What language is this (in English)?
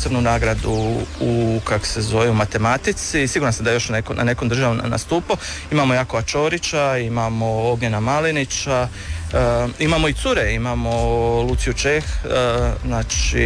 Croatian